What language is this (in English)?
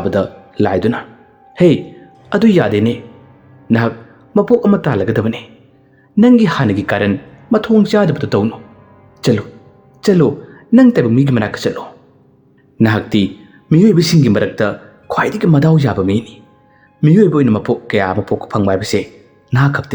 Manipuri